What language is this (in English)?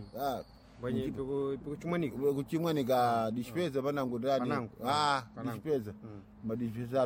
Sena